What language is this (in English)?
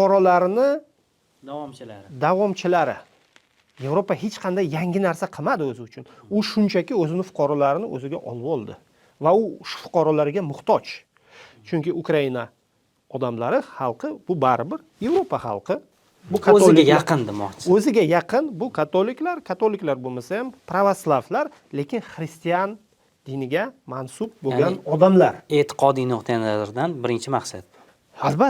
Uzbek